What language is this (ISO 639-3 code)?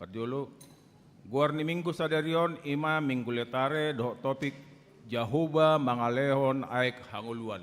bbc